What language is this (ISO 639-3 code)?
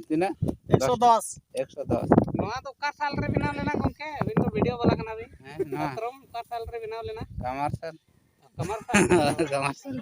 sat